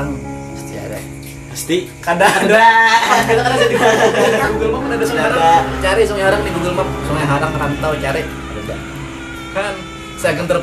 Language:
Banjar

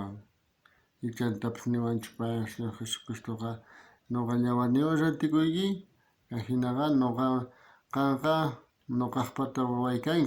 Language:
South Bolivian Quechua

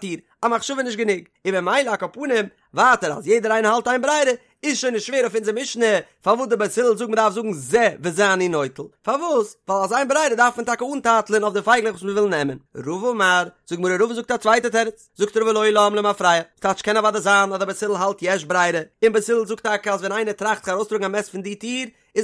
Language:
Yiddish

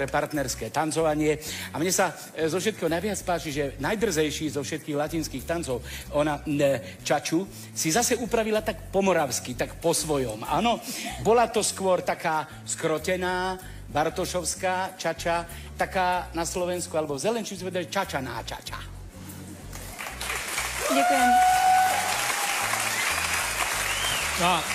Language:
Slovak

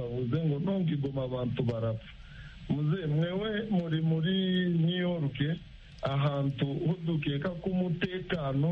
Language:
Kinyarwanda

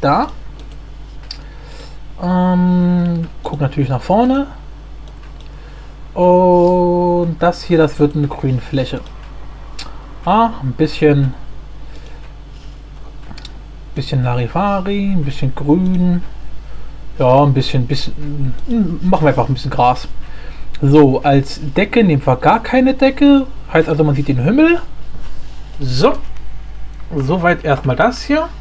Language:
German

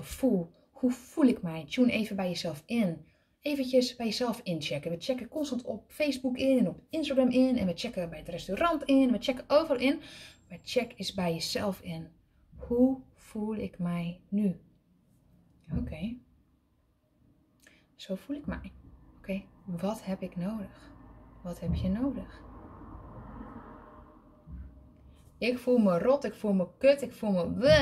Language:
Dutch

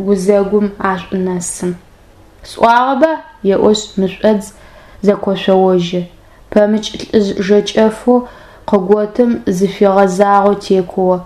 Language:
Adyghe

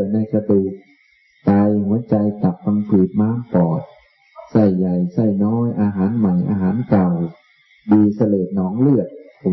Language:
Thai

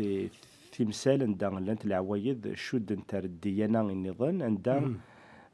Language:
Kabyle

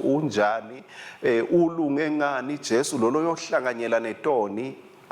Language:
Swati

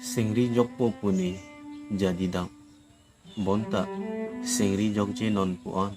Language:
Karbi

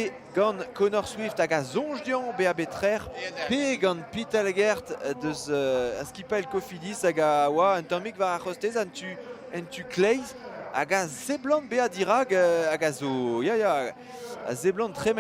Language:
Breton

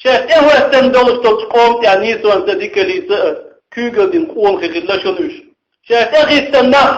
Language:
Chechen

